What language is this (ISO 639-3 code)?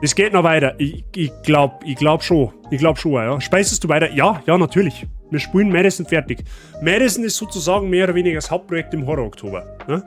bar